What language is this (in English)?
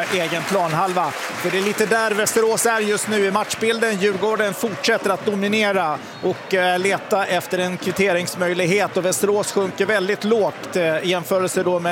Swedish